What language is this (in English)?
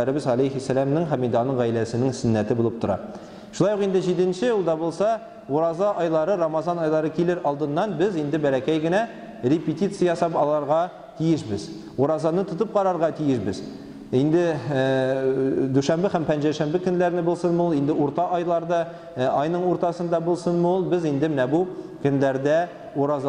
Tatar